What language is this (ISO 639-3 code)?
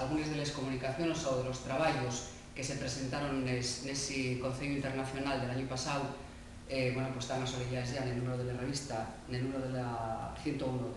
ast